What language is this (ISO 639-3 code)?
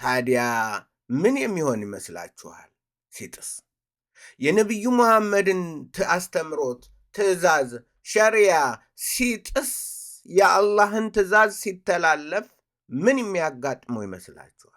amh